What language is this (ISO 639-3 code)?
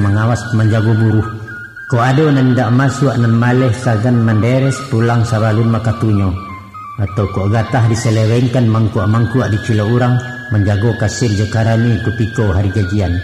min